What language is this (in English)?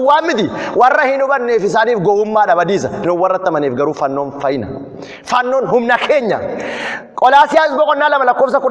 Oromo